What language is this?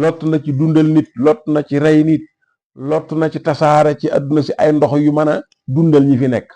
Wolof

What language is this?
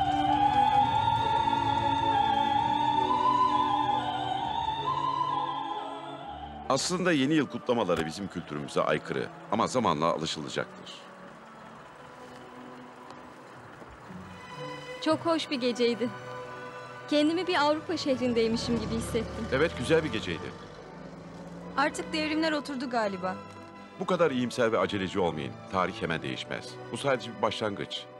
Turkish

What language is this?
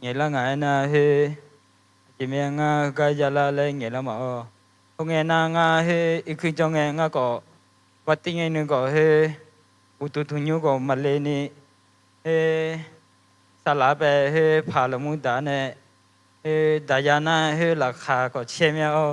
Akha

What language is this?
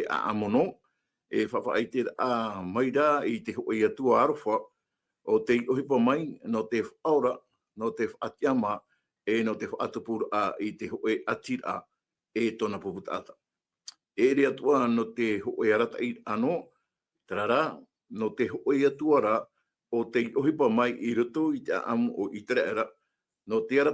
Tahitian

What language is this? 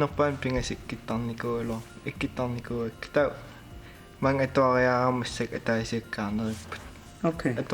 Kalaallisut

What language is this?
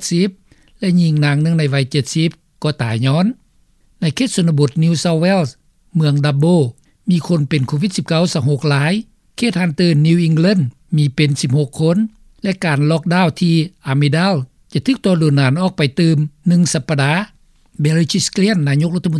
Lao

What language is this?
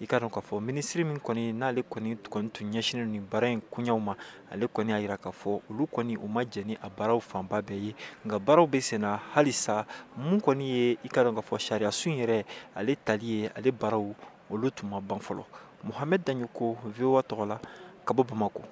Bambara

